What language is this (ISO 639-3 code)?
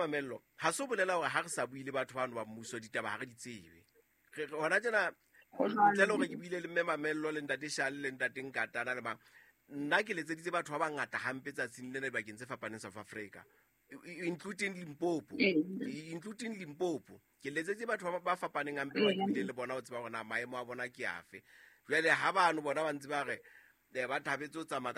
sot